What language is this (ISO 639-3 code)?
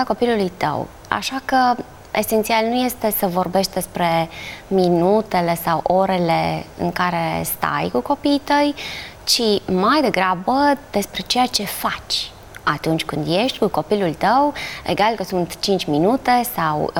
ron